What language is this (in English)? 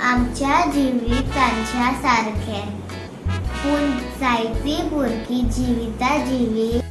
Konkani